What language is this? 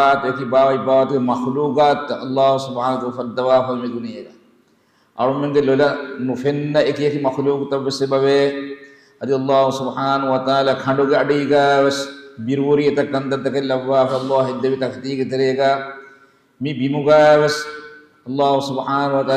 Divehi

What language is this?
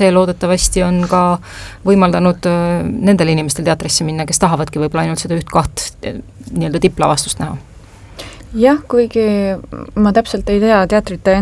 Estonian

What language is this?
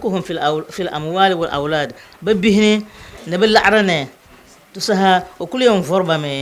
Dagbani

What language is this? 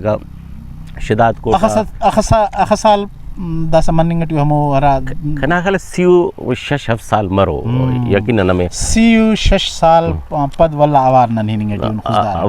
Brahui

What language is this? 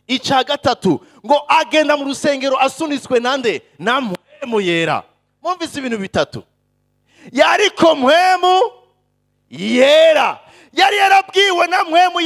Rundi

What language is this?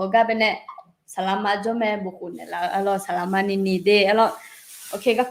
Akha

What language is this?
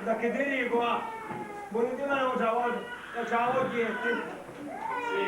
Sicilian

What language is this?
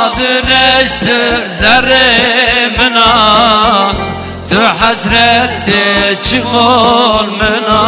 Zaza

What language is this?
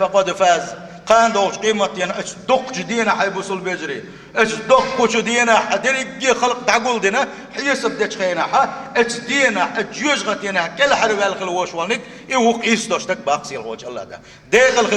Chechen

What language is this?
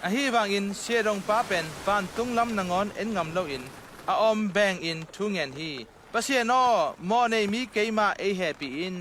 Tedim Chin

